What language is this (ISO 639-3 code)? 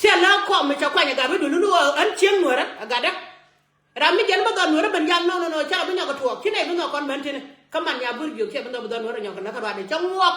nus